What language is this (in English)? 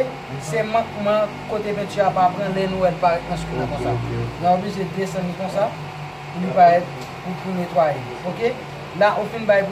Haitian Creole